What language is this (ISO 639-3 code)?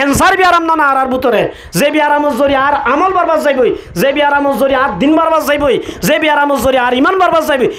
rhg